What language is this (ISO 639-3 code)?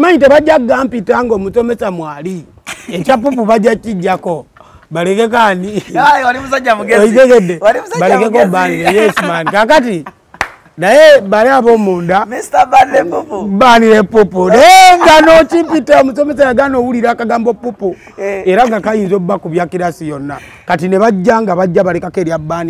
lug